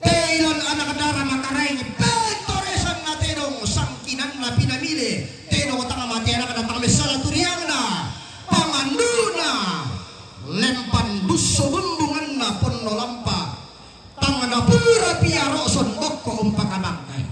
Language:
Toraja-Sa'dan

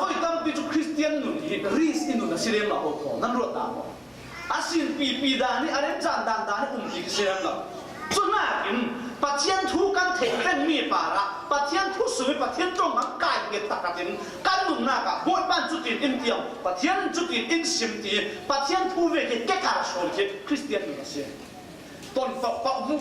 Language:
Falam Chin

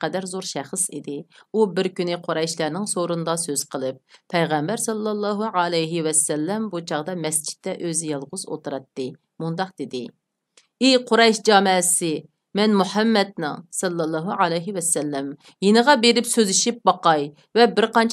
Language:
Uyghur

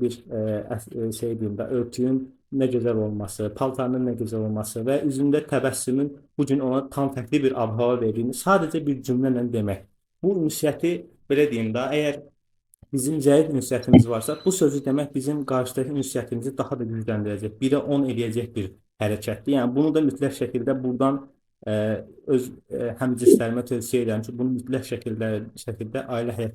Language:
Azerbaijani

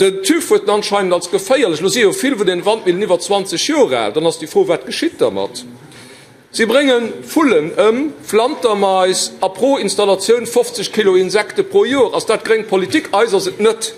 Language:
Luxembourgish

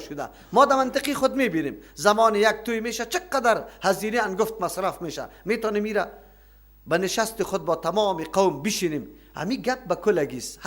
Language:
Persian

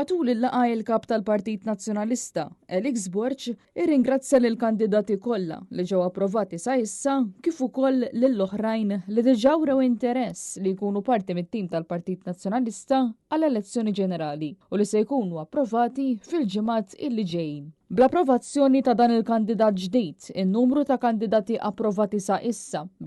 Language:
Maltese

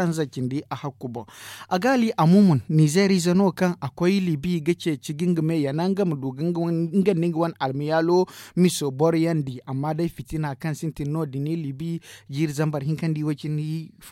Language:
Zarma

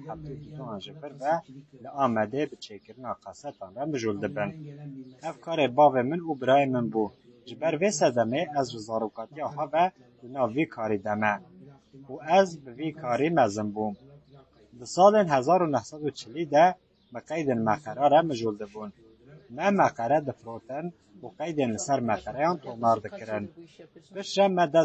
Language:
Kurdish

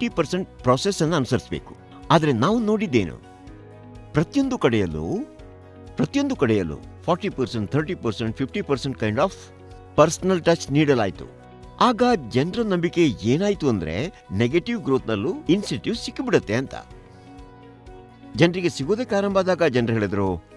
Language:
Kannada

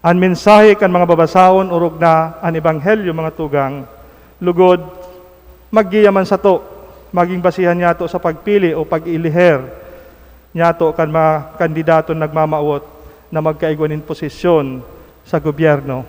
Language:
Bikol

